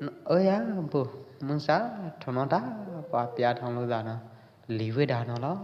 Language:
Pwo Eastern Karen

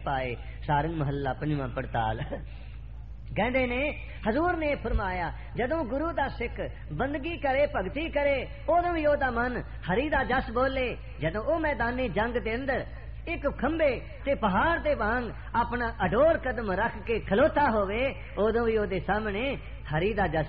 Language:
Punjabi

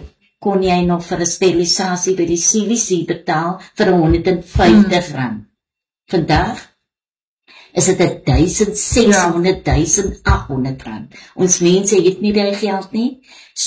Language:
Afrikaans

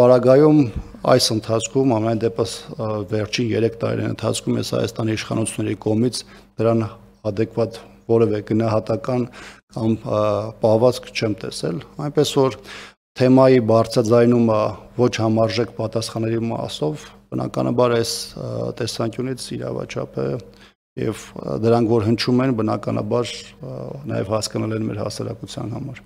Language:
Armenian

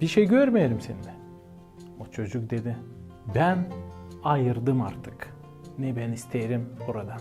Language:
Gagauz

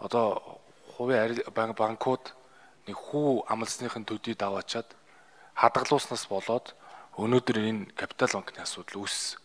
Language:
Mongolian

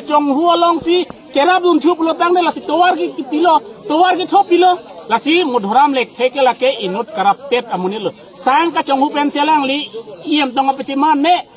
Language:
Karbi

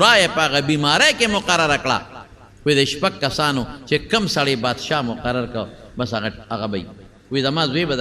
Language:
Pashto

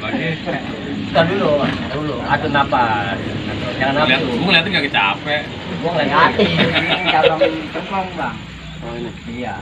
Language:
Betawi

